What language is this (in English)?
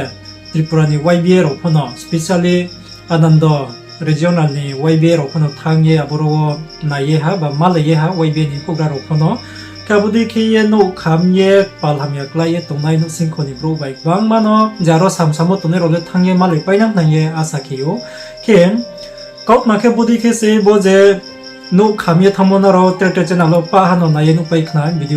Riang (India)